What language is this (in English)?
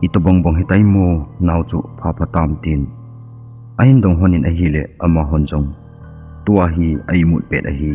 Thado Chin